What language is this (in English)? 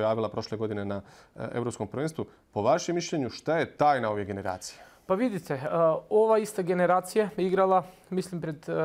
Bosnian